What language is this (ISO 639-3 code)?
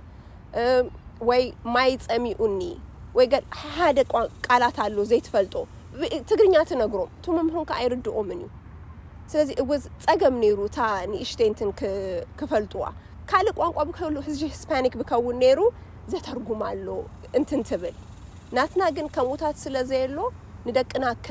tir